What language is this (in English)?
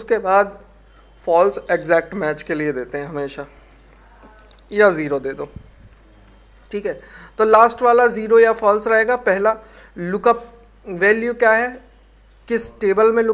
Hindi